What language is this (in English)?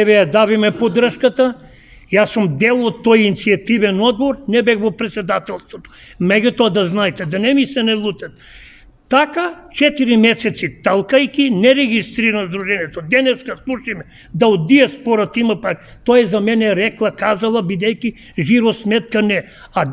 Macedonian